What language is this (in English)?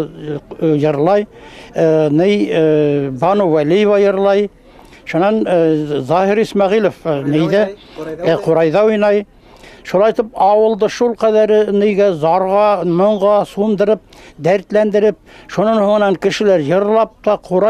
Bashkir